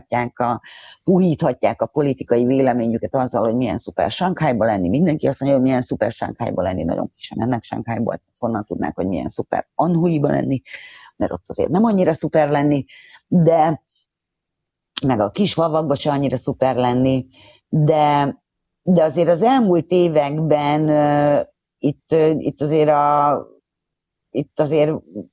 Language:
Hungarian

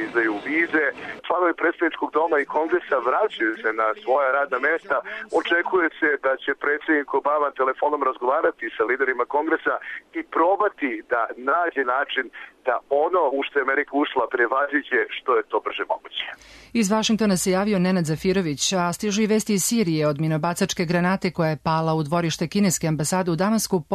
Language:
Serbian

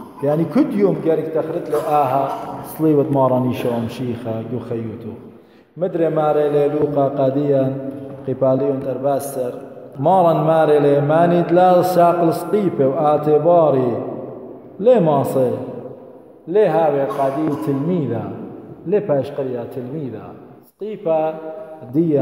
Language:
Assyrian Neo-Aramaic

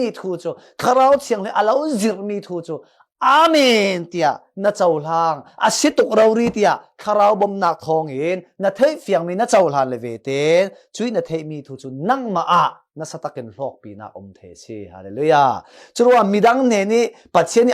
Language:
Falam Chin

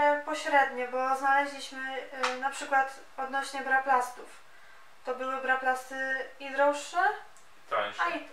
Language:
Polish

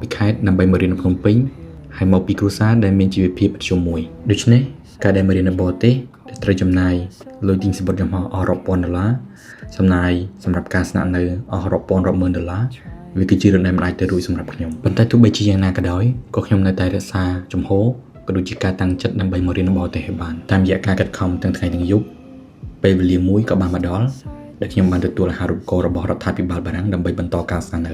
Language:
Khmer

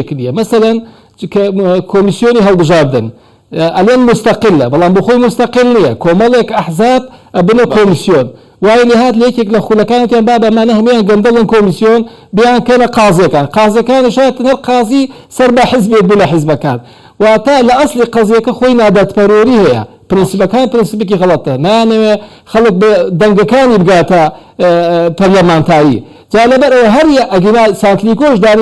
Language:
Central Kurdish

